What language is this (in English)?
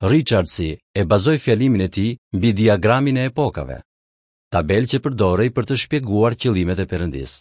Albanian